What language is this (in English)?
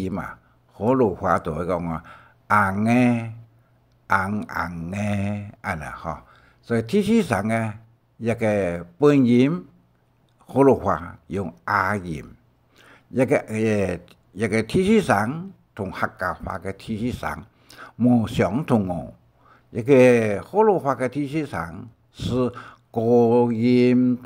Hakka Chinese